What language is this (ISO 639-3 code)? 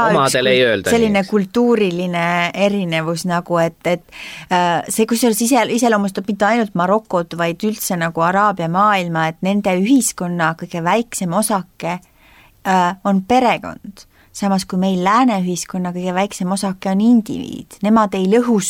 est